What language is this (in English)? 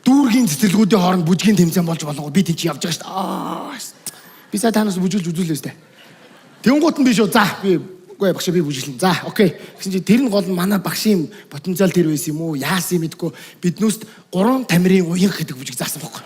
Mongolian